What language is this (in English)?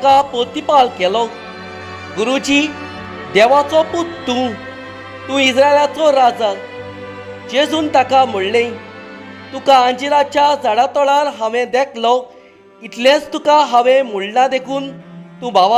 Konkani